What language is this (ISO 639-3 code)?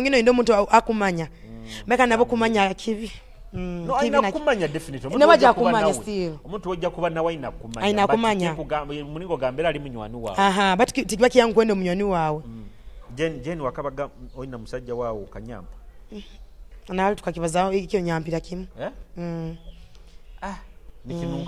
nyo